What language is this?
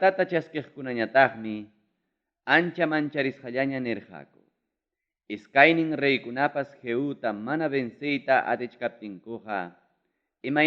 Ayacucho Quechua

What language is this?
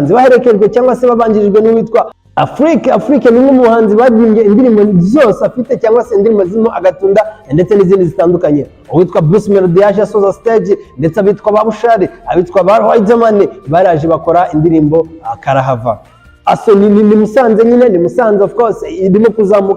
Kinyarwanda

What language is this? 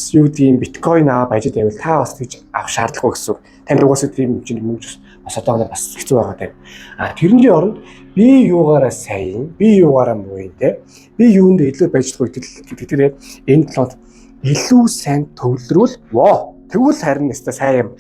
Mongolian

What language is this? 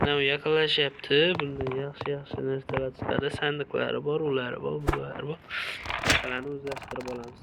Uzbek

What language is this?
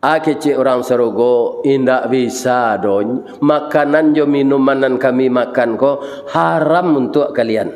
Minangkabau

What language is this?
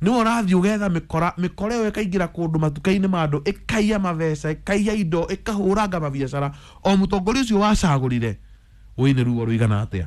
Kikuyu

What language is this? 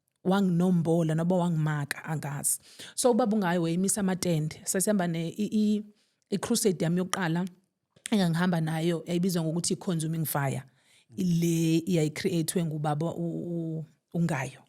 Zulu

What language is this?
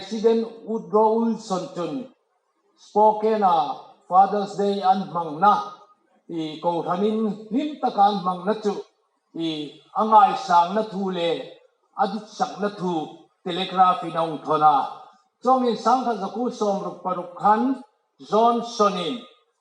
Hmar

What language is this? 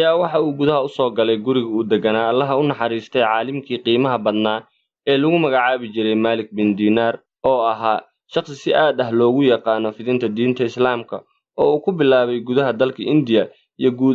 Somali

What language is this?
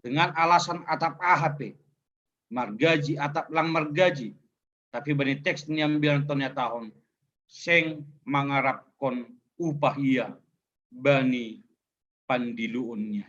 Batak Simalungun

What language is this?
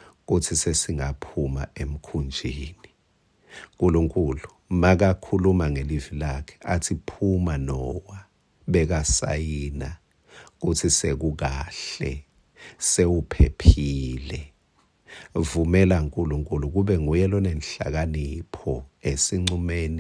Swati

